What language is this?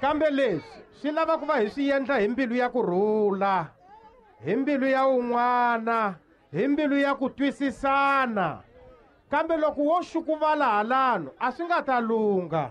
Tsonga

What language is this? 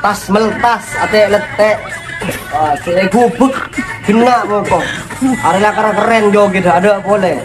Madurese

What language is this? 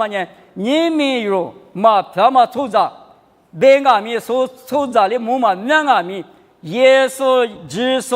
Lisu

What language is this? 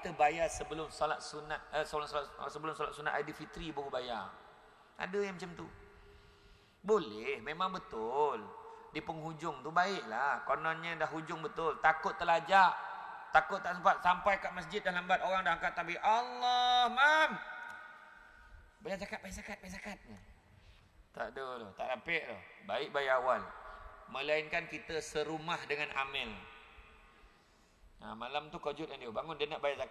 Malay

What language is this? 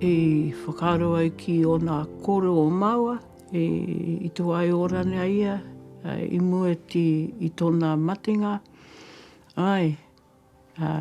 Māori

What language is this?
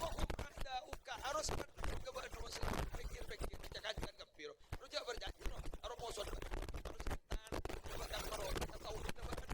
Madurese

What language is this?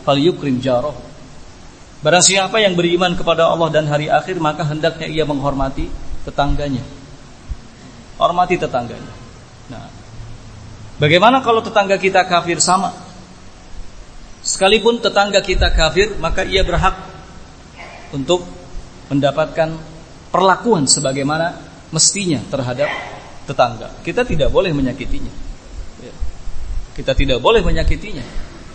Indonesian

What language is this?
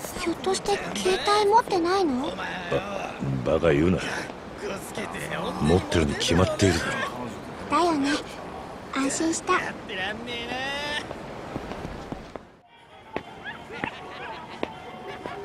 Japanese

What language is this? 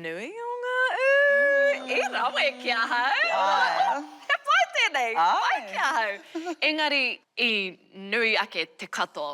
Māori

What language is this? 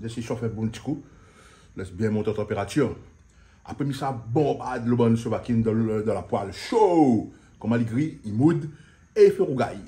Réunion Creole French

